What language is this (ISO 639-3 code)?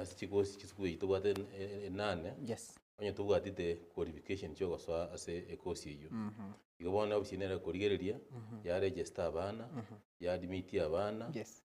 guz